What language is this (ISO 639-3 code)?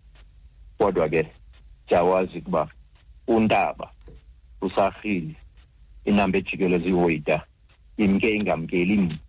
xho